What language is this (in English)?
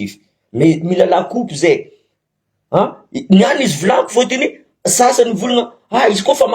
Malagasy